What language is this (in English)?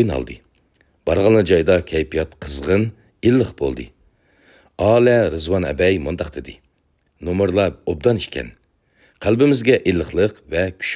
Uyghur